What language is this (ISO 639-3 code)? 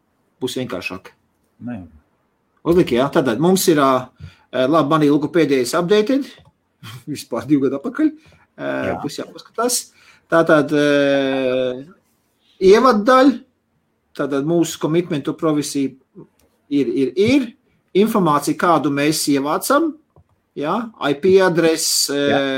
lav